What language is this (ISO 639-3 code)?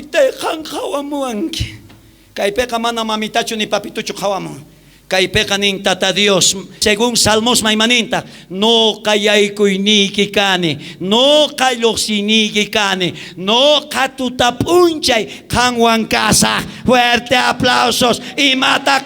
quh